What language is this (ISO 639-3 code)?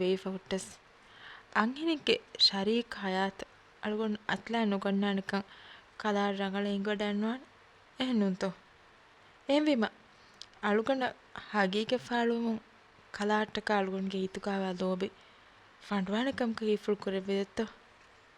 div